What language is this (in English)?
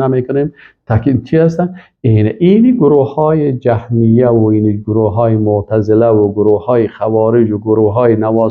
Persian